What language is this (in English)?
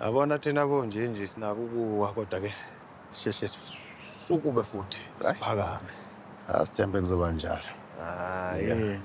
Zulu